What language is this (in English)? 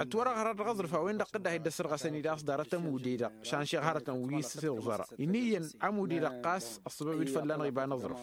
Tamasheq